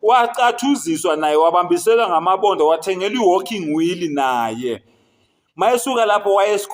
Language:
Zulu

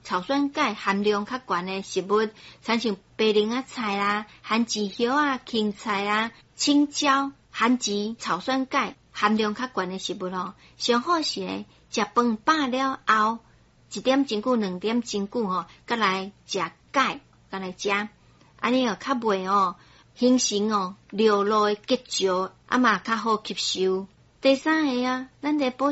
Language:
Min Nan Chinese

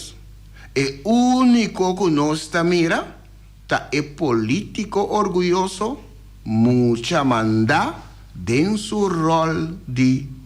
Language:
Papiamento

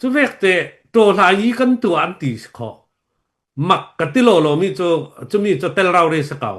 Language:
Falam Chin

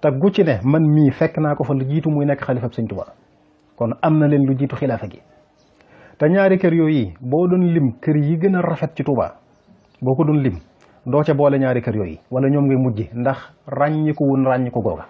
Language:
Wolof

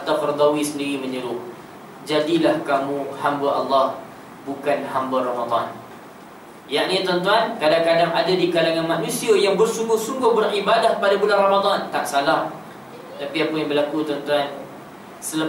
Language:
Malay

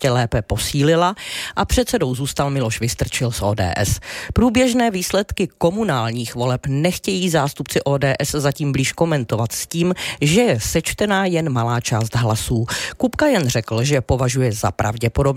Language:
Czech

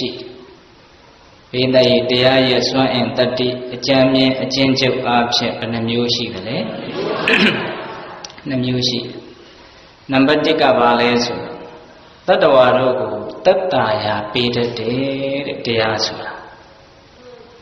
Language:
Burmese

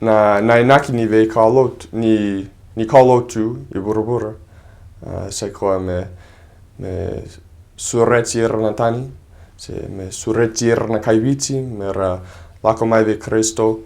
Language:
Fijian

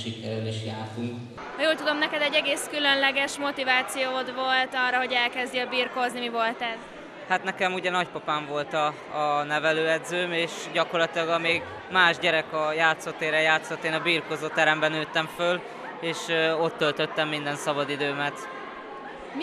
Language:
Hungarian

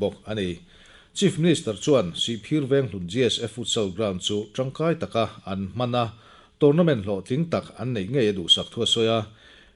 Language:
Mizo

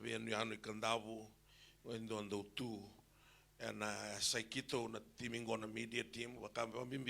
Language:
Fijian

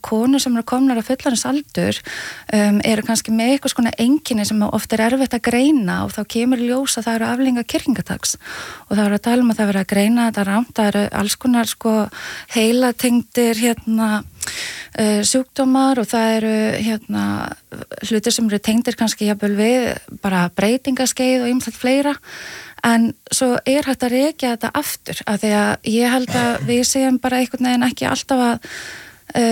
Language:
Icelandic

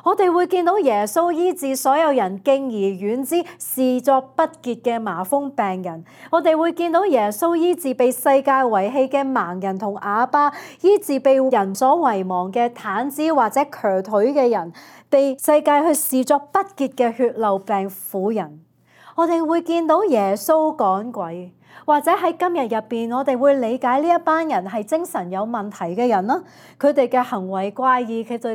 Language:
Cantonese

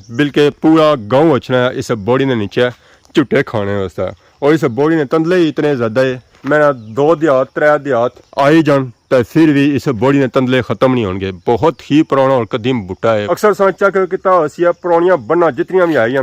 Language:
Pahari-Potwari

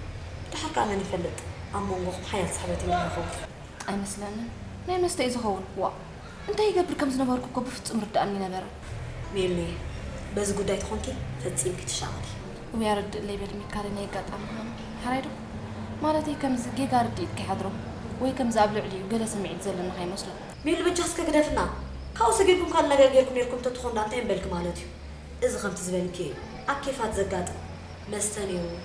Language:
Tigrinya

